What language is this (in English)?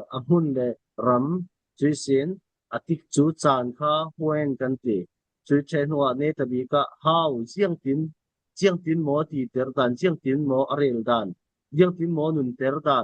Falam Chin